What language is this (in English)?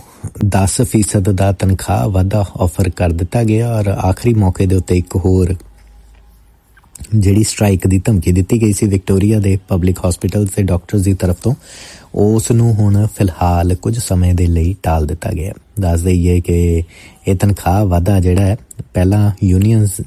Punjabi